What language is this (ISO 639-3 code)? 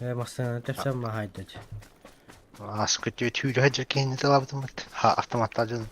sah